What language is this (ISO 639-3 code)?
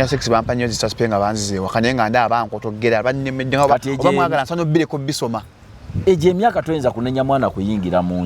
lug